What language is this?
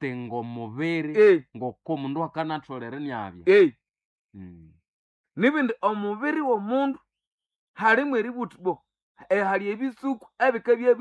Nande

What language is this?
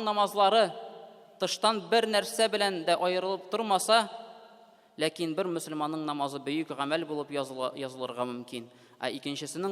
Tatar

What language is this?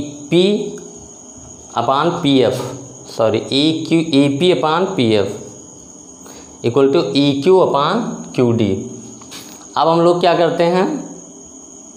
Hindi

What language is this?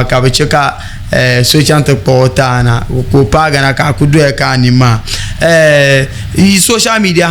Dagbani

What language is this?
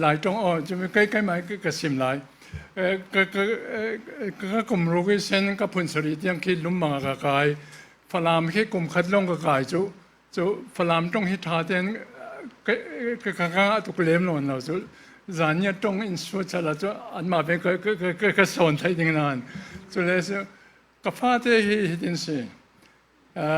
Falam Chin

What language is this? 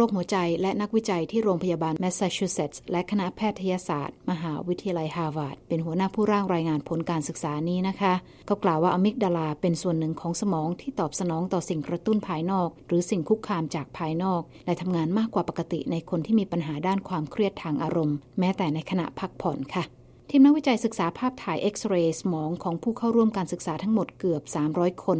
Thai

